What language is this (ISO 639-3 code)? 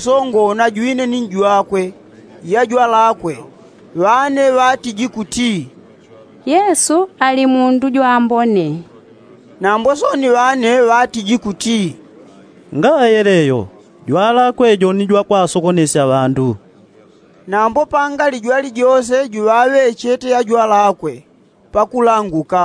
yao